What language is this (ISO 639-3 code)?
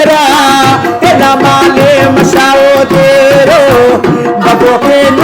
brh